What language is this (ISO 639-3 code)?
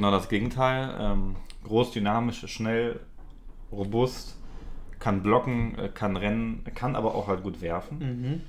deu